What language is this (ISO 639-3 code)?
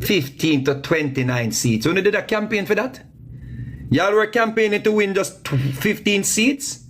jam